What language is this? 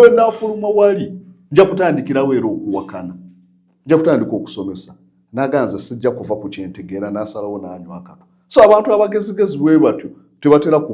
Ganda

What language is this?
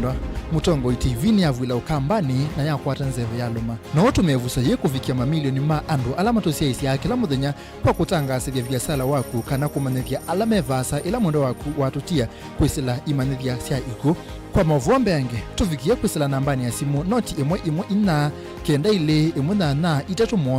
Kamba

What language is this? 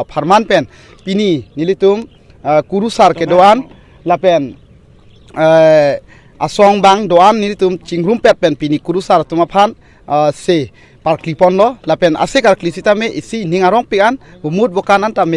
Karbi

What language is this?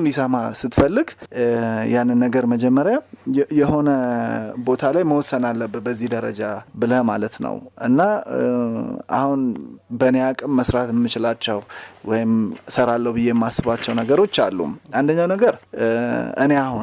Amharic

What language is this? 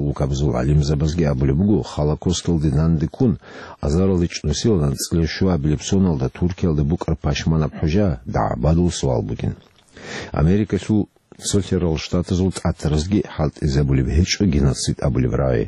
Avaric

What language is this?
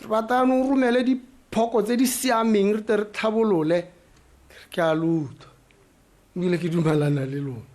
Tswana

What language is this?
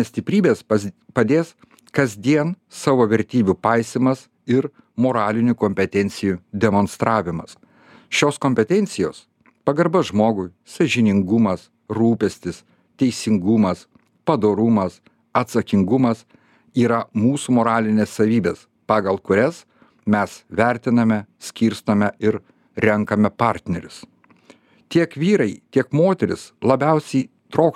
Lithuanian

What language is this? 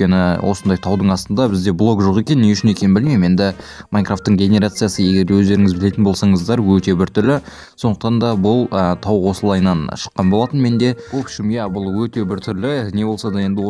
Kazakh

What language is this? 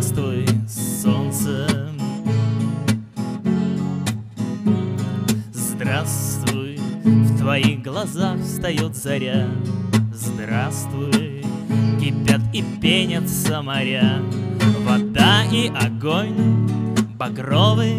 Russian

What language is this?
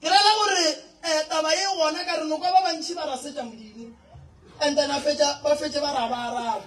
Northern Sotho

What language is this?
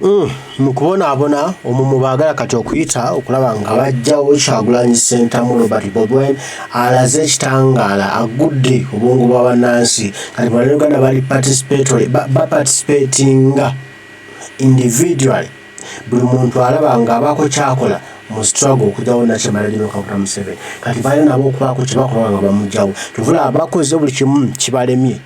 Ganda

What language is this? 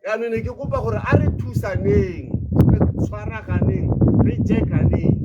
Tswana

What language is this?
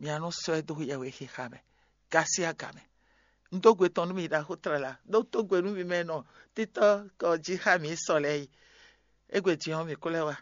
Fon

